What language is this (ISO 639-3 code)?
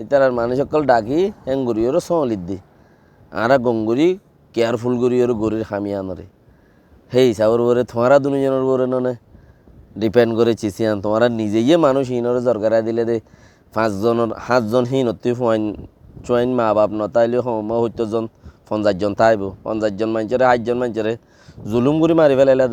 rhg